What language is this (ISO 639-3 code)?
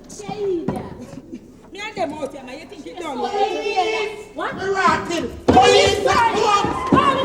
jam